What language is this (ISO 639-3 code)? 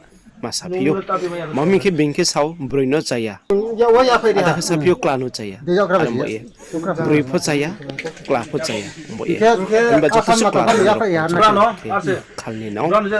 ria